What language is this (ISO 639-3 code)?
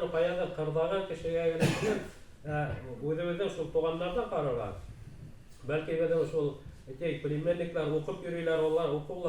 bak